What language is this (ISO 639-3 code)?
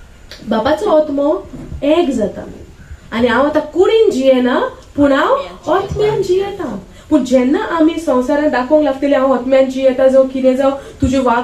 kok